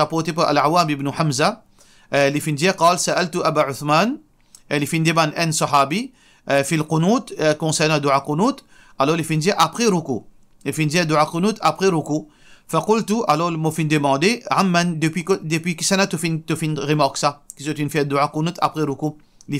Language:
Morisyen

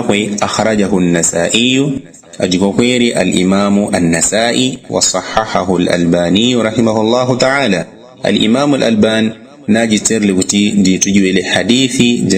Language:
Yao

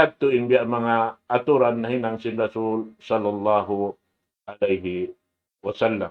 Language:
Tausug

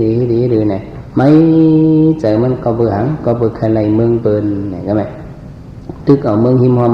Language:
Shan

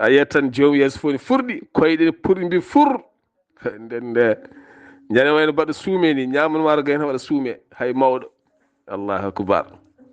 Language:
Fula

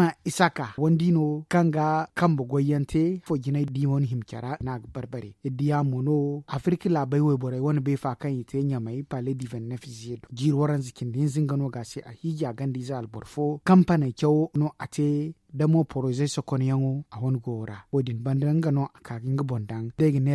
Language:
Zarma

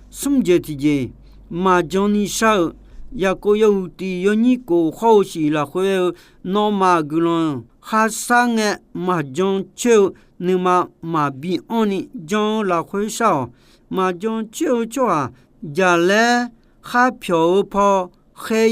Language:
Akha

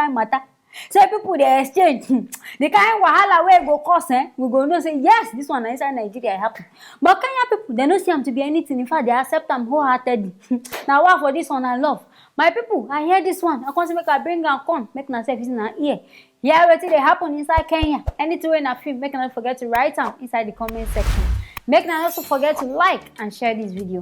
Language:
Nigerian Pidgin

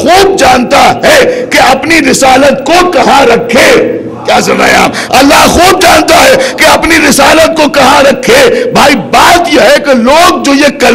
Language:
Urdu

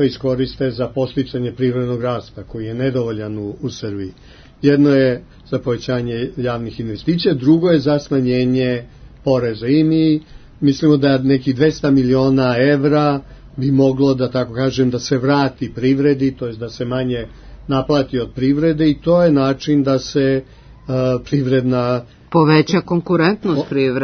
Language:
Serbian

